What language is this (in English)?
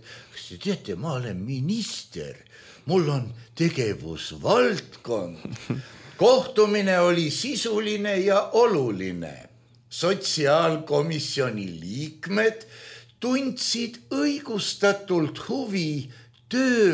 Estonian